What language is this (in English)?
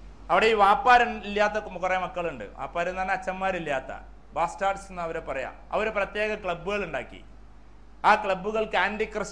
Malayalam